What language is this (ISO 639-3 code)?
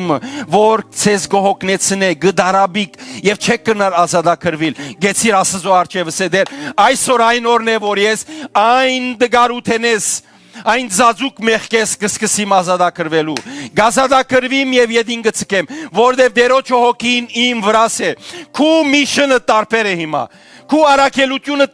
hyw